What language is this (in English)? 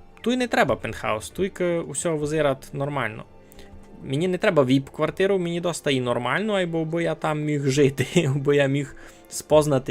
Rusyn